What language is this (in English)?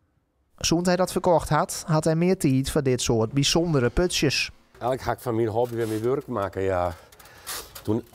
Western Frisian